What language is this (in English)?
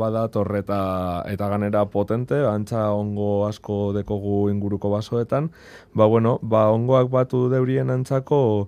Basque